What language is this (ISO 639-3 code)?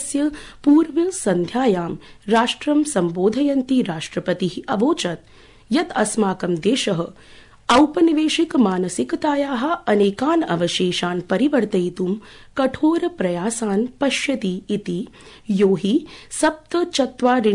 san